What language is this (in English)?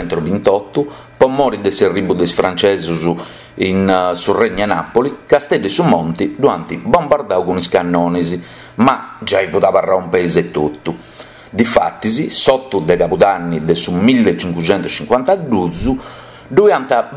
Sardinian